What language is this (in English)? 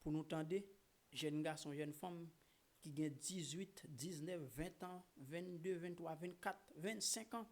Haitian Creole